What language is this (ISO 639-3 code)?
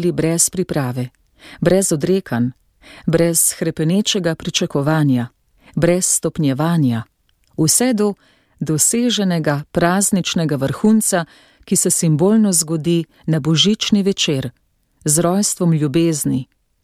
slv